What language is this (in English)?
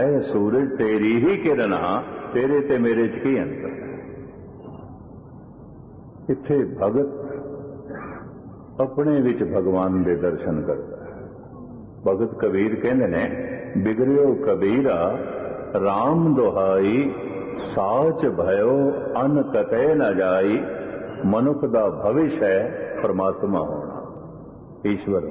Punjabi